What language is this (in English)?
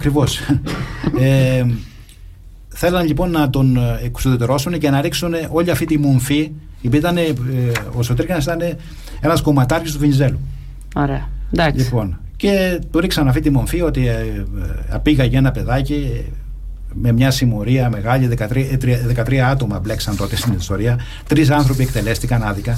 Greek